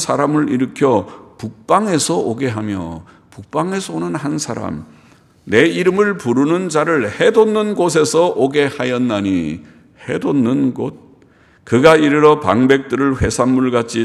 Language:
Korean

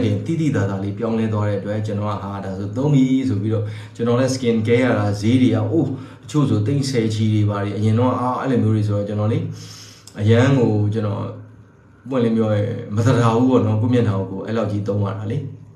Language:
Burmese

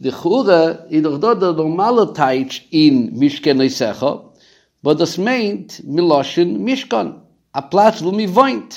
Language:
Yiddish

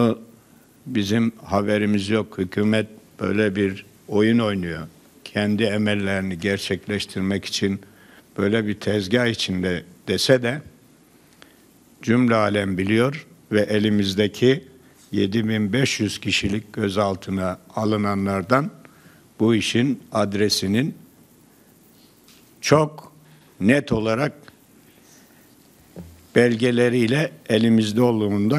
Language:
Turkish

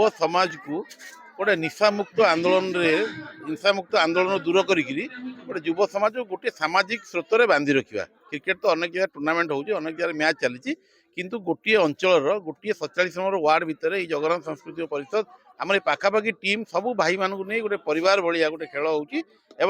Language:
Odia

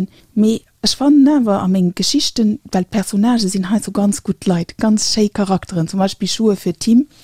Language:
Luxembourgish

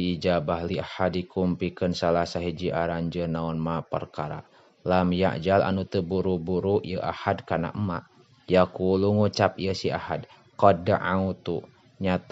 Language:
Sundanese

